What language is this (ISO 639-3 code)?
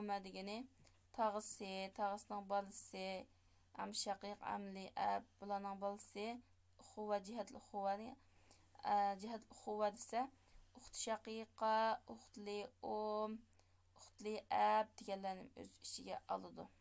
uig